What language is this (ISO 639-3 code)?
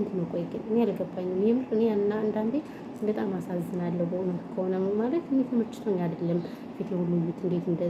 amh